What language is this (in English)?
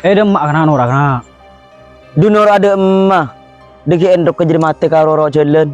Madurese